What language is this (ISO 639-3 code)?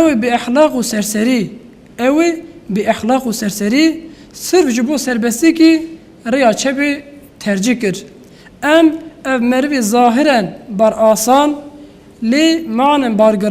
kur